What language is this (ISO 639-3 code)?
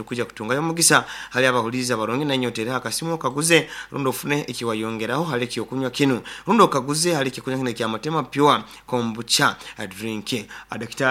nyn